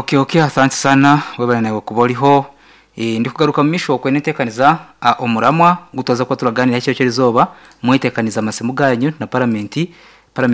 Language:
Nyankole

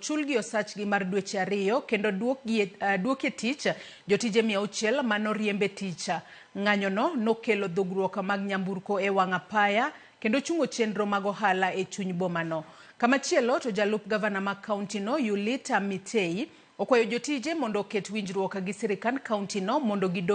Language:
Luo (Kenya and Tanzania)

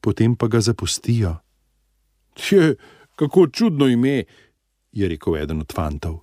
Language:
Slovenian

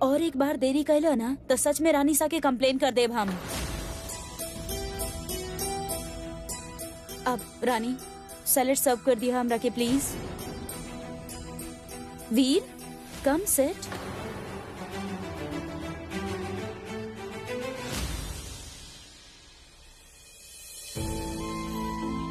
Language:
Bhojpuri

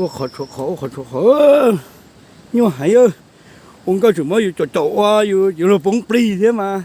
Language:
Hmong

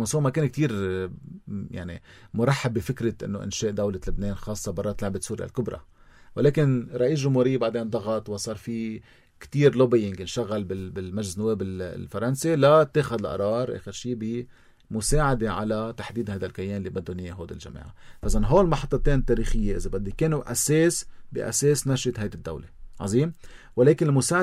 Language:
North Levantine Arabic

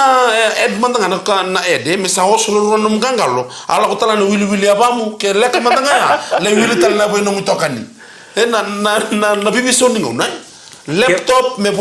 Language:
Fijian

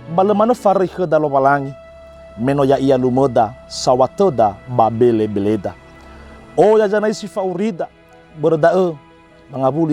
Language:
Nias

